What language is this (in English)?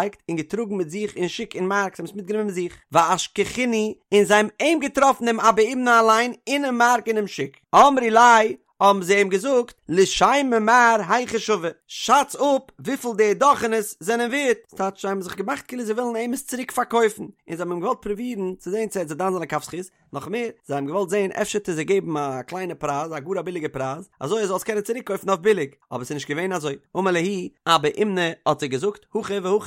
Yiddish